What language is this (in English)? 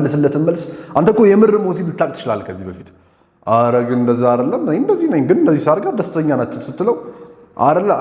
Amharic